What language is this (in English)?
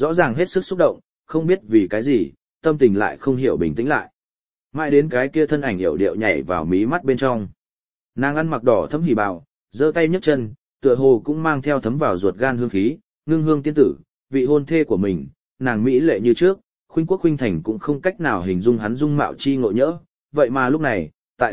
Vietnamese